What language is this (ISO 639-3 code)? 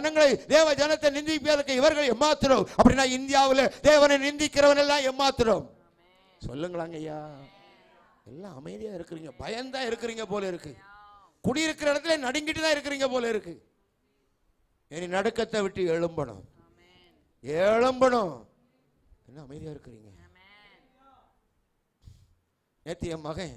tam